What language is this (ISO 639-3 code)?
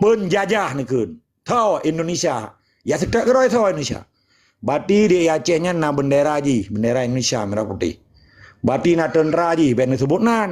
ace